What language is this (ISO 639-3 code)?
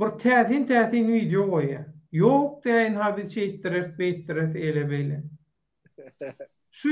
tuk